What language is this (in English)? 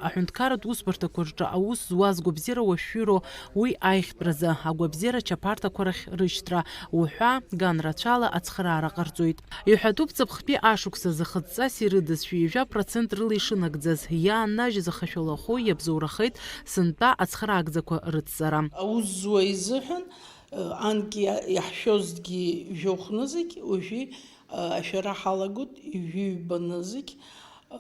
Abkhazian